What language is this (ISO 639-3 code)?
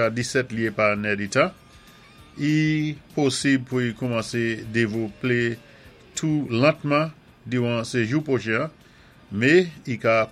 acf